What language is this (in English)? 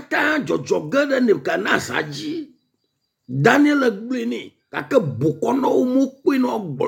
Ewe